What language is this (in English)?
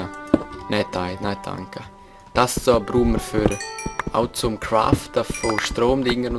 Swiss German